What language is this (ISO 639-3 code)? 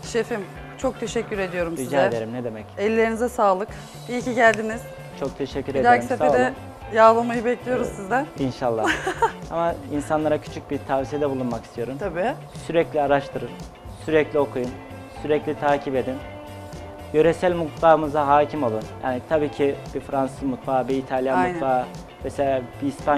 tur